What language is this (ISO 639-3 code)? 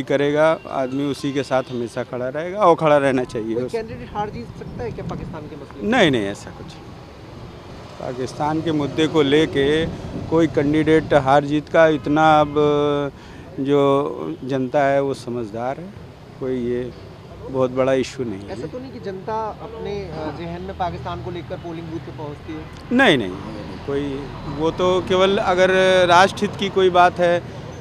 hin